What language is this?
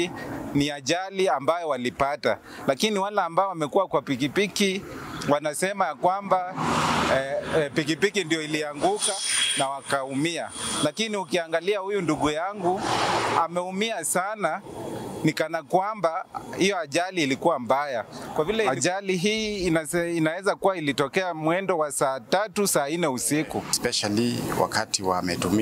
Swahili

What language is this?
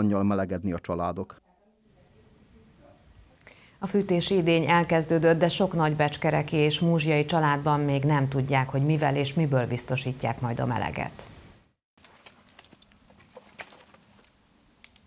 Hungarian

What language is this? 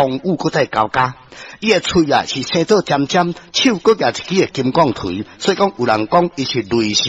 Min Nan Chinese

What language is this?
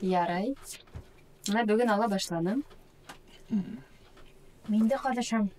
Bashkir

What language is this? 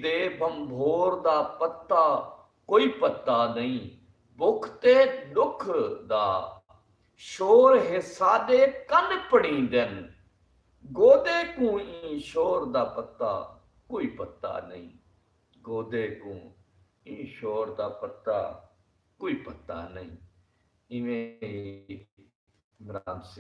Saraiki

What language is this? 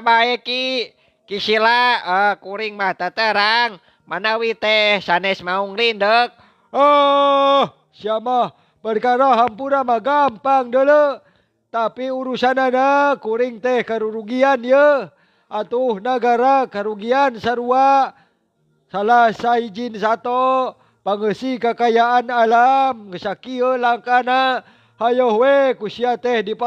Sundanese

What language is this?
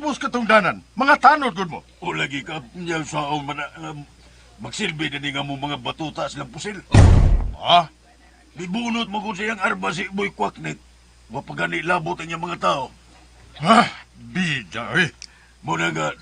Cebuano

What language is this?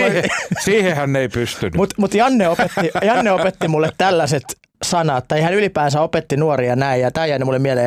Finnish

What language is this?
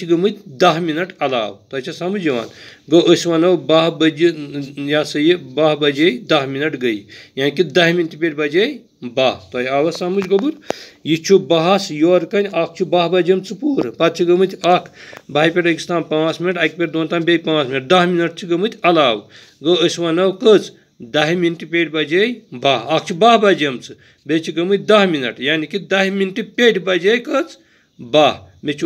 Kashmiri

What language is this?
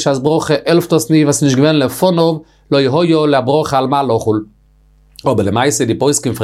Yiddish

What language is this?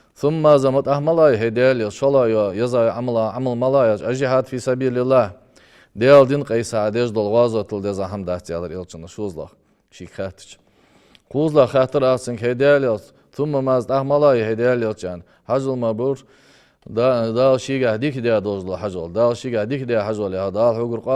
Ingush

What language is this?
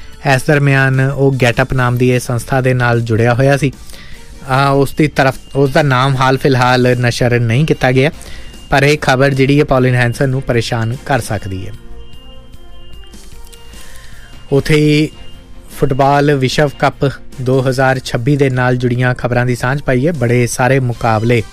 Punjabi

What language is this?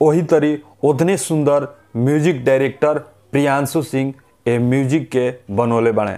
Bhojpuri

